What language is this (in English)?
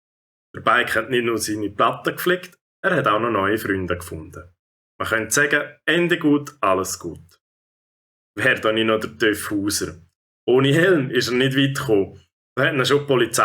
Swiss German